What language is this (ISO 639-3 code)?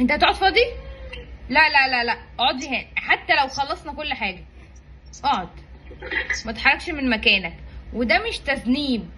arz